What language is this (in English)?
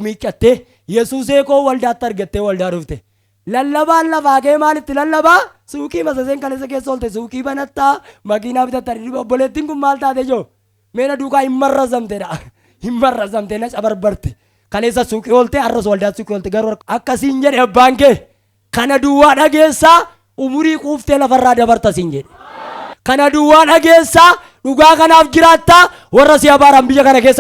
Oromo